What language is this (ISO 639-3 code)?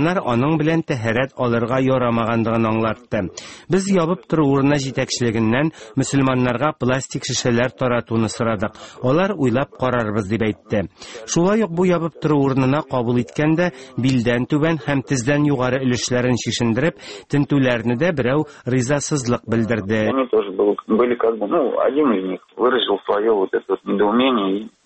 tat